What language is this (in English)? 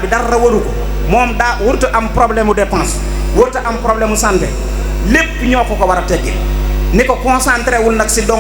Wolof